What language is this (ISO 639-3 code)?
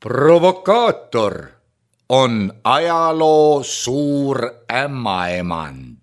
est